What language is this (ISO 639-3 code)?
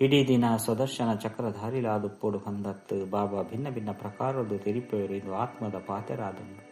tcy